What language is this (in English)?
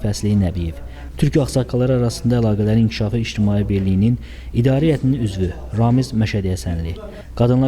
Azerbaijani